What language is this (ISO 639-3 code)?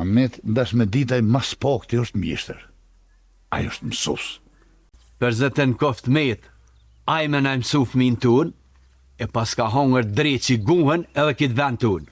sqi